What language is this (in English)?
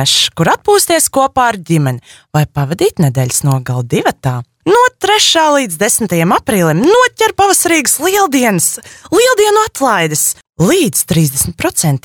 Latvian